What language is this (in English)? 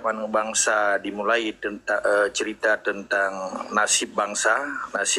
Achinese